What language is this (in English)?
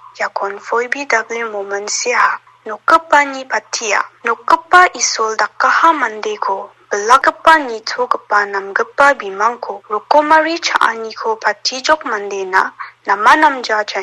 Garo